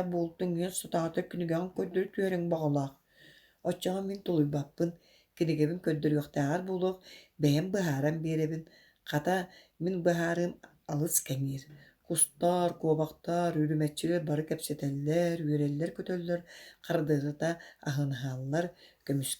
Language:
Yakut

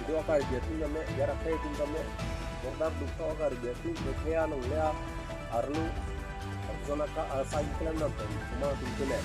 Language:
Karbi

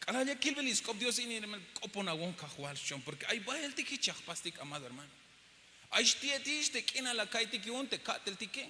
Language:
Tzeltal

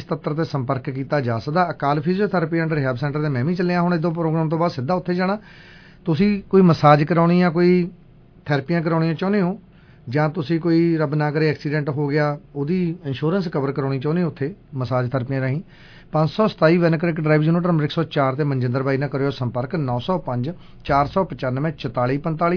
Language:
Punjabi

